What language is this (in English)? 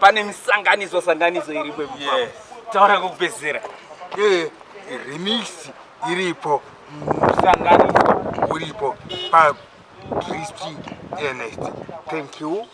Shona